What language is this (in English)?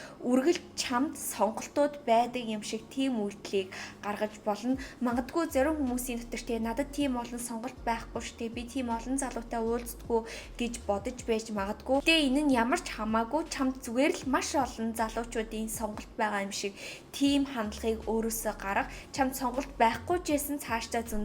Mongolian